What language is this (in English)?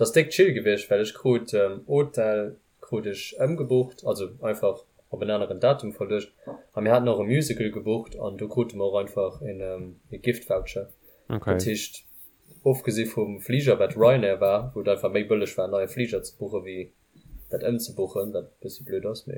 Luxembourgish